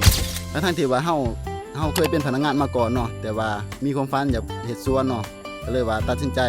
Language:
Lao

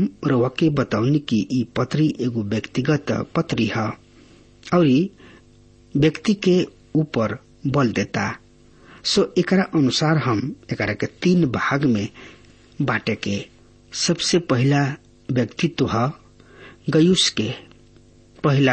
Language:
Bhojpuri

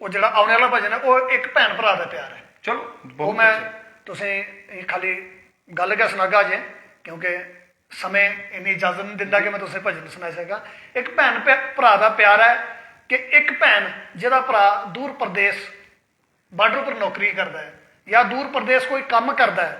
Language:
Dogri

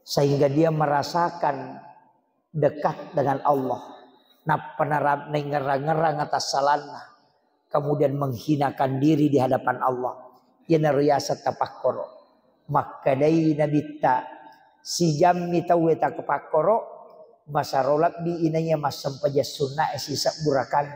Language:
Buginese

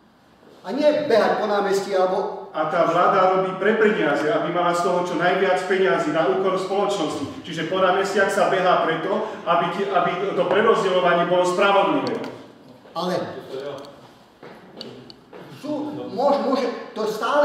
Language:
Slovak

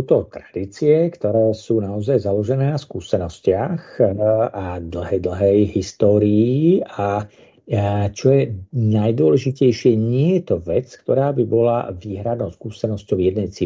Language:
Slovak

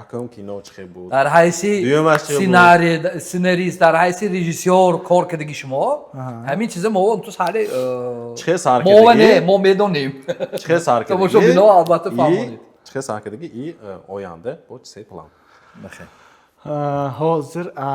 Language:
Tajik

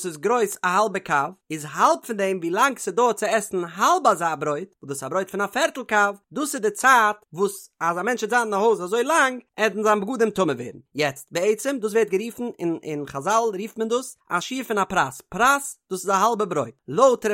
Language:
Yiddish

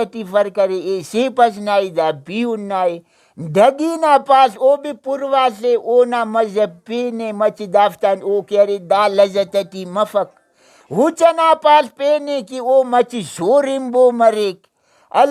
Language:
Brahui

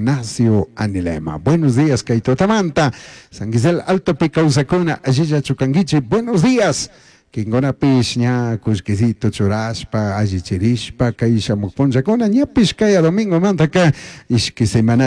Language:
Chimborazo Highland Quichua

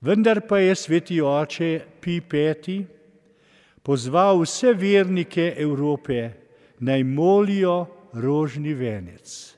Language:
Slovenian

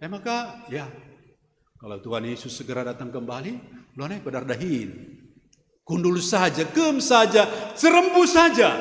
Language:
Batak Karo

